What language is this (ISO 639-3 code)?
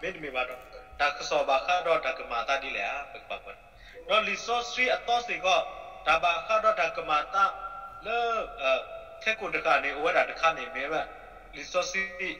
ksw